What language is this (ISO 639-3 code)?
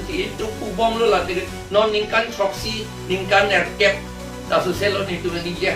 mjw